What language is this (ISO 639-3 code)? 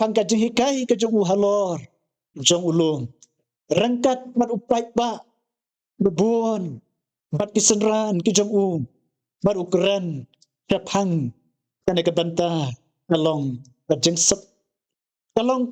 kha